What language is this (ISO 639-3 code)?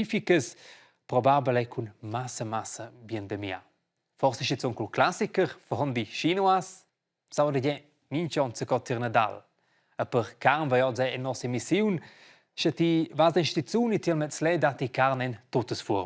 roh